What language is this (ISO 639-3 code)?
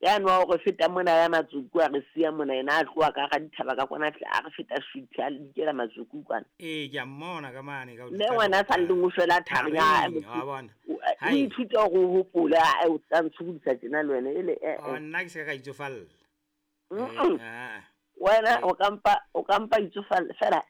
sot